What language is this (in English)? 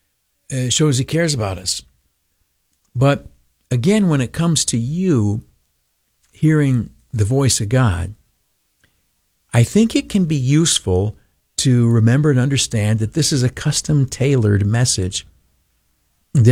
English